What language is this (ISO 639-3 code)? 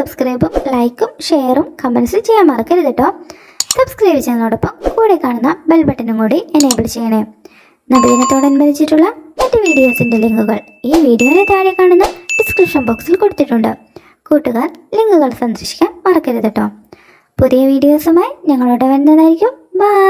mal